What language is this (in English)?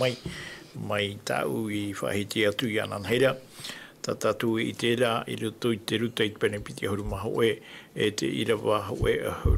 Tahitian